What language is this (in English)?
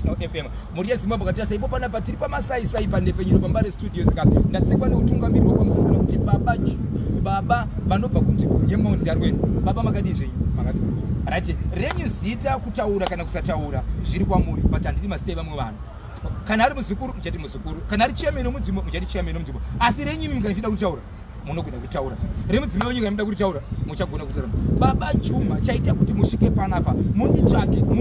Shona